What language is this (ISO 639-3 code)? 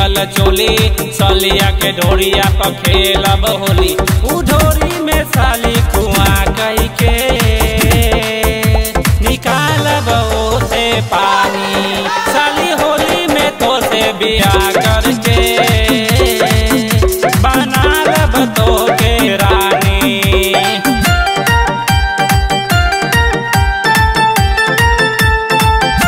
bho